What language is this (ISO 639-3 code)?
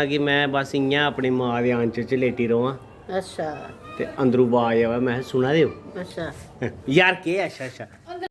doi